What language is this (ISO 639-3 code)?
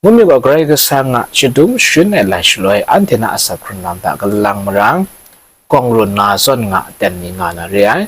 kac